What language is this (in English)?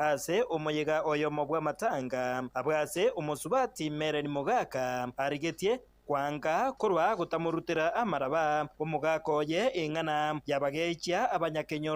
Gusii